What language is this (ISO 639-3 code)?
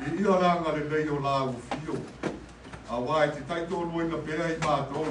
smo